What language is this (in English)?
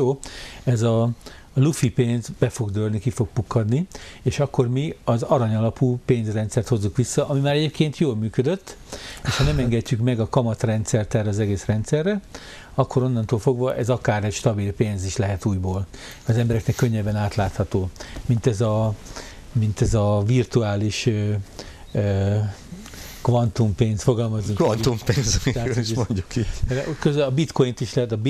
Hungarian